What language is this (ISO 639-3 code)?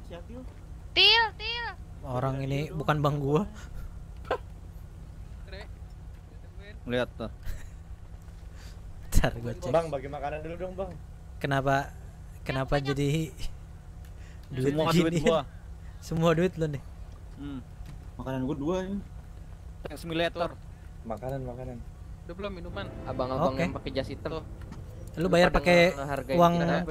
ind